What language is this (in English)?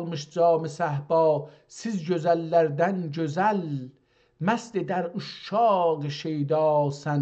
South Azerbaijani